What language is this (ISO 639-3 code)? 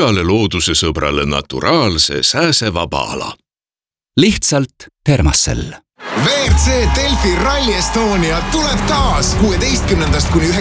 est